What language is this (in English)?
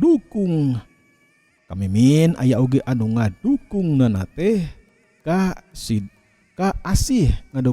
Sundanese